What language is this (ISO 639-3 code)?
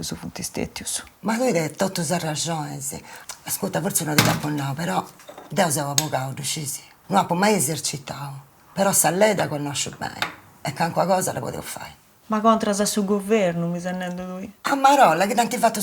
srd